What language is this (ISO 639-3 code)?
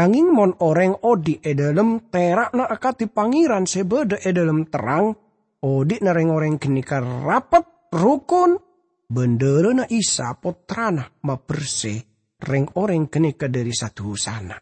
mad